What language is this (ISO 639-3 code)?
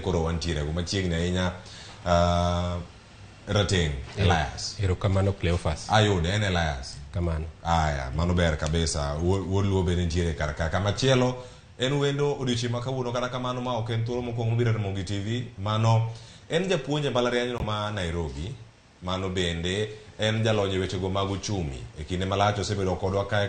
luo